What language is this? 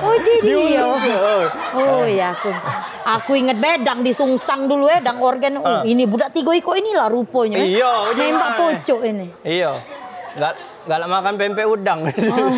Musi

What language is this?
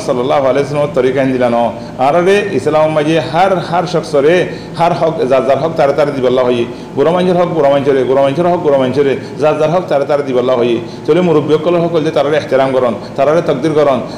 Rohingya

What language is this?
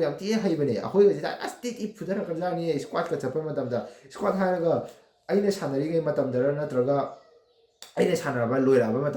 Manipuri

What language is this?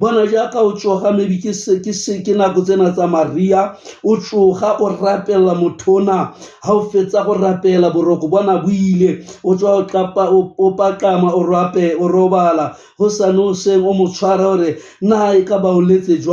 Southern Sotho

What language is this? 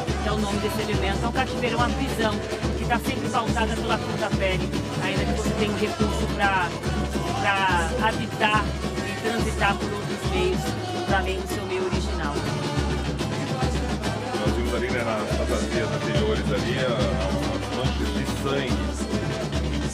Portuguese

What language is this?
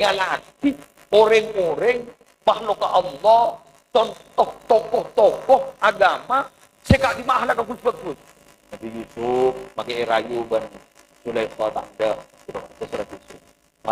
Madurese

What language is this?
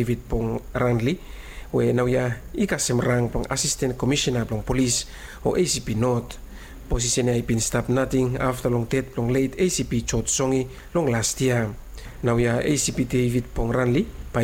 Bislama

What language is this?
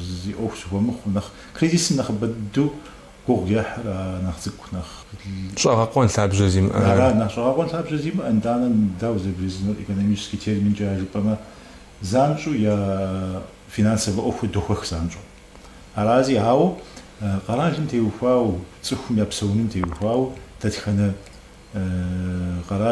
Kabardian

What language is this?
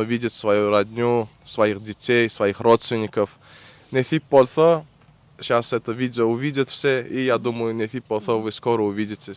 Turkmen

